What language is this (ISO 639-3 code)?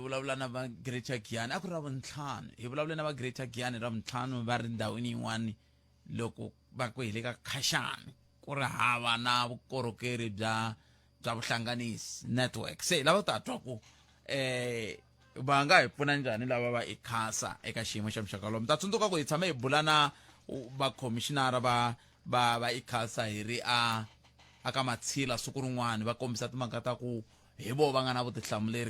tso